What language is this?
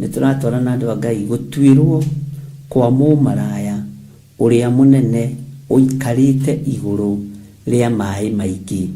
Kikuyu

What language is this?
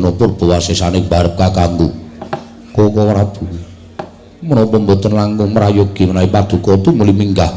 Javanese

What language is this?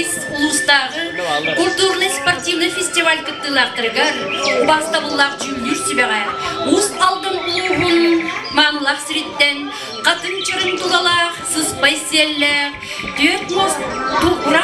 Yakut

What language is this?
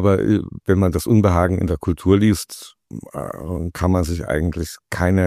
German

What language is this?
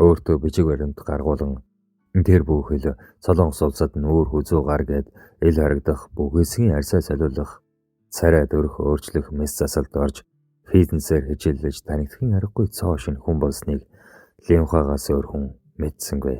Mongolian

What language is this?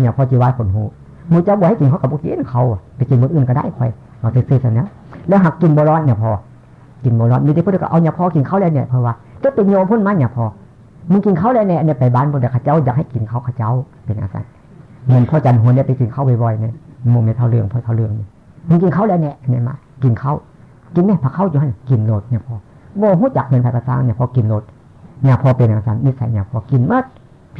Northeastern Thai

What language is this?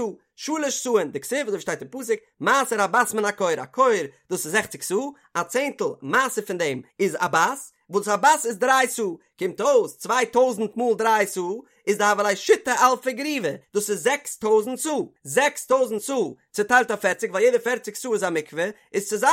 Yiddish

